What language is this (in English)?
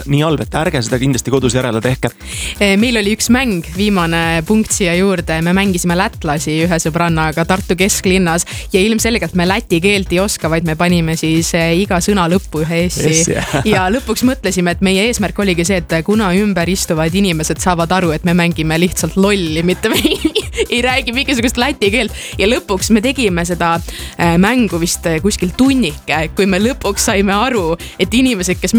Estonian